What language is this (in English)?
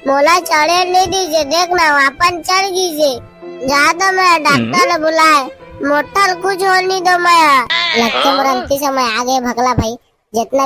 Chhattisgarhi